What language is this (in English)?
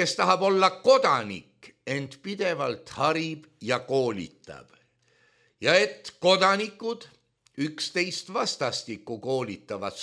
Estonian